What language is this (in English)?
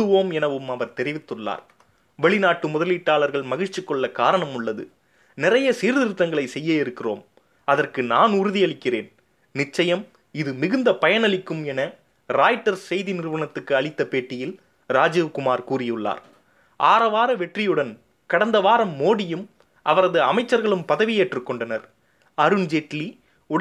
Tamil